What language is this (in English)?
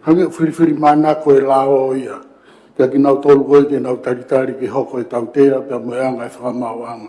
Tongan